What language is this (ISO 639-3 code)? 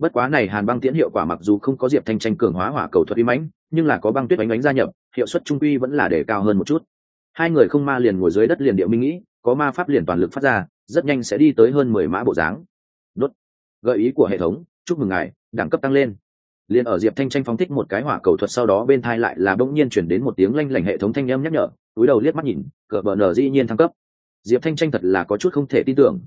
vie